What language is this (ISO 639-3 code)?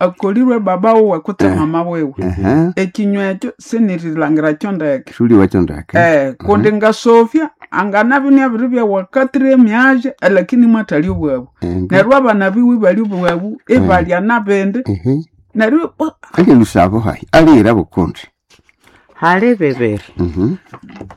nnb